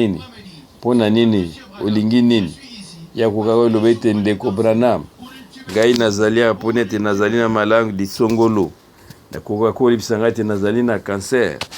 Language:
Lingala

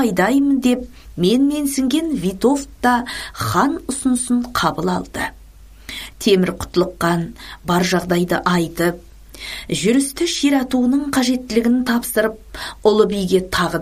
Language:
Kazakh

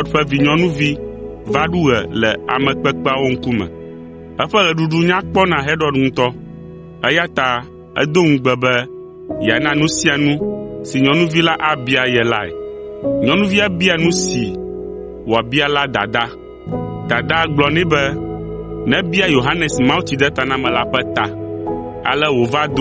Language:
Ewe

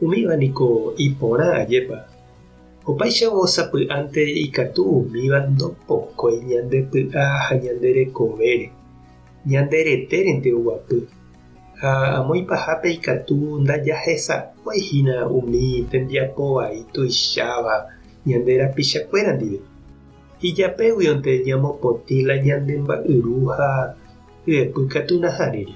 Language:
Guarani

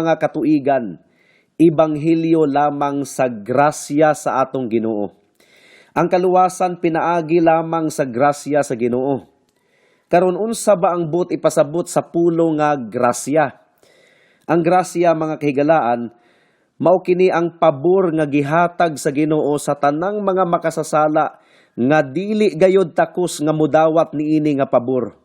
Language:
Cebuano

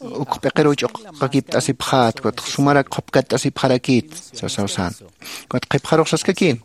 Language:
Aymara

